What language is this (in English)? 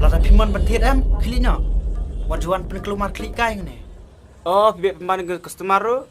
Khasi